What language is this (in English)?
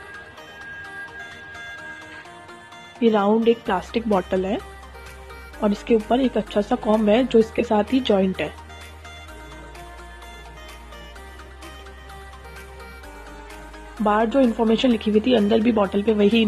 Hindi